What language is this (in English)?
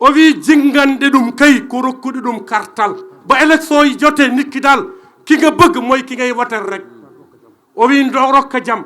Fula